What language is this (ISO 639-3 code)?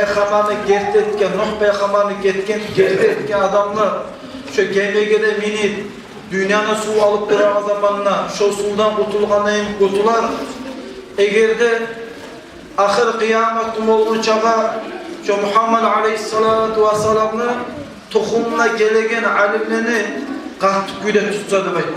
kum